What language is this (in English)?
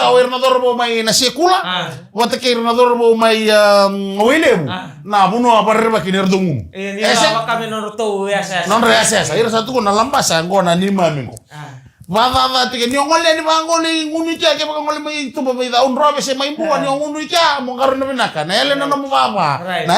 Fijian